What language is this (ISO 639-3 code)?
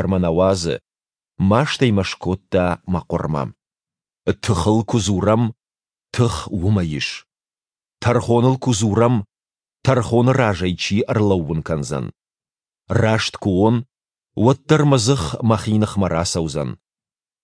oss